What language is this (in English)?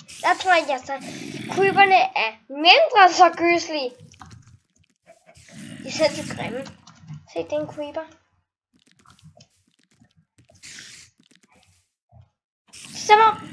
Danish